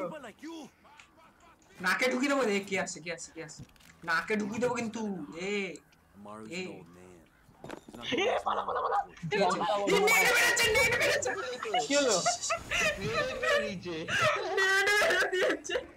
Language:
Bangla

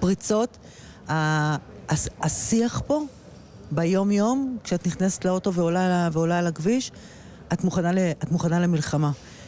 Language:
Hebrew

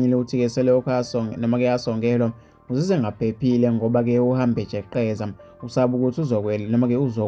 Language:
Zulu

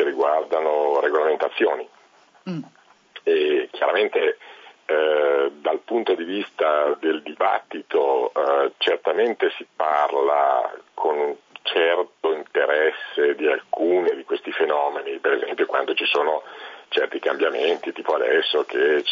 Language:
Italian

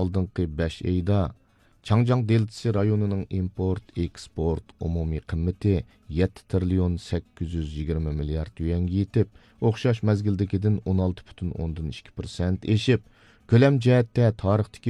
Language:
Uyghur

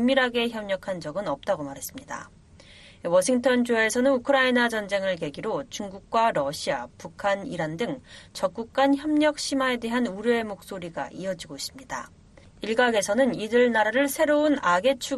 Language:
Korean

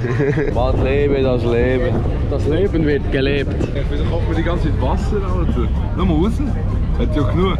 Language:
Swiss German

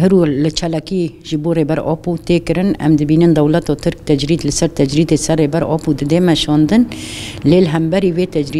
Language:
Kurdish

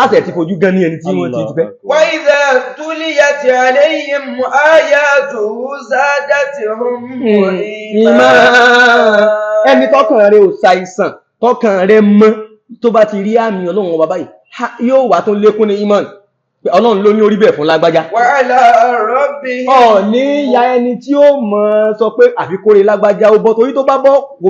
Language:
Yoruba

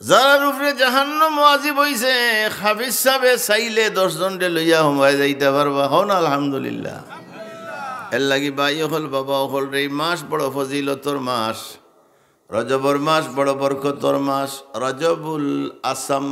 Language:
Sylheti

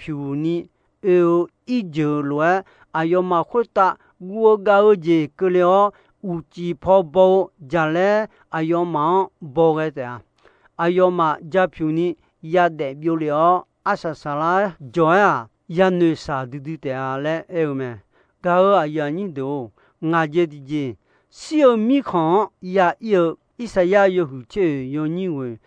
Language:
Akha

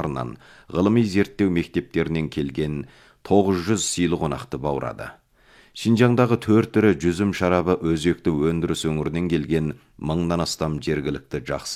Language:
Kazakh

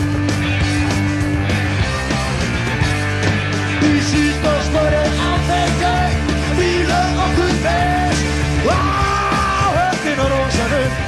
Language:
Icelandic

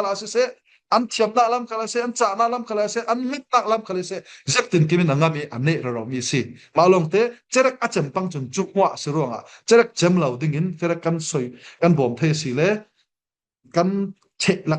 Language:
Falam Chin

